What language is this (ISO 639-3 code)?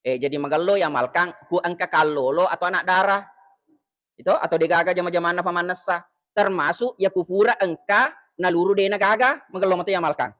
bug